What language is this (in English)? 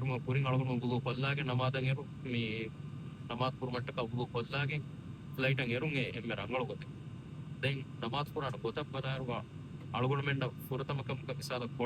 Divehi